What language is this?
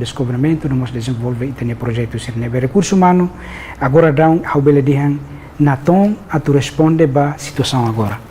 Tetum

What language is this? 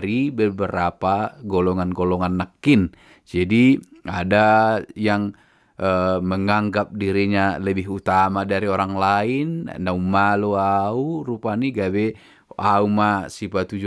Batak Toba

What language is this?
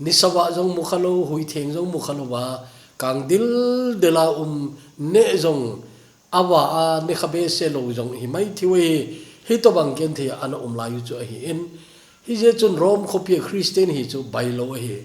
Thado Chin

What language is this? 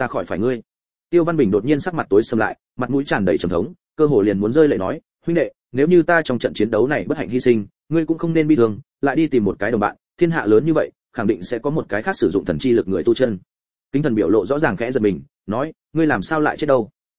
Vietnamese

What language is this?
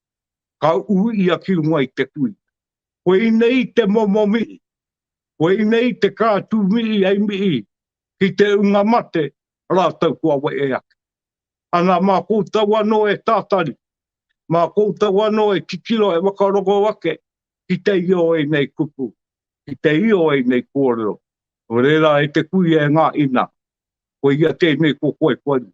Māori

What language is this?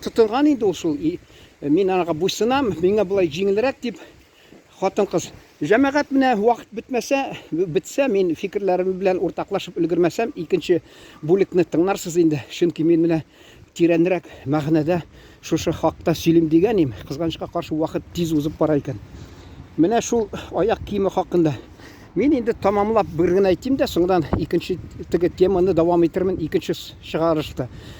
Tatar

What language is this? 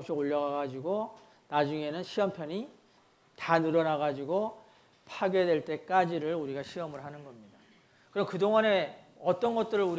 Korean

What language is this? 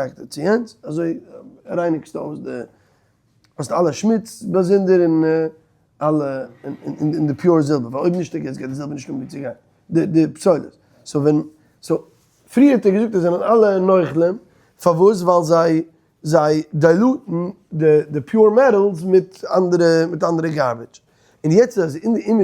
Yiddish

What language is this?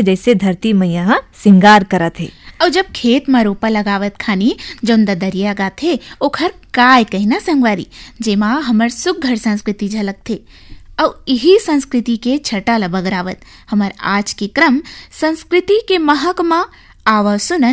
Chhattisgarhi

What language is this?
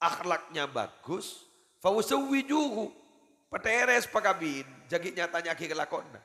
Madurese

